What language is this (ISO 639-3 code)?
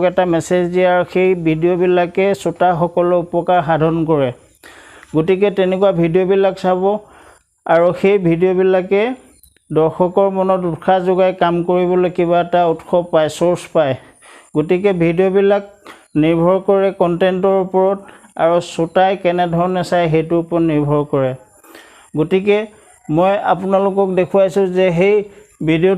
asm